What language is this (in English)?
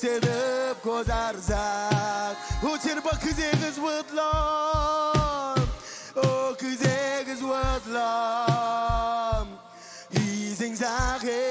Marshallese